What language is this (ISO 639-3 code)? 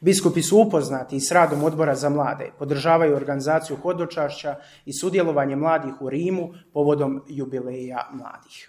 hrv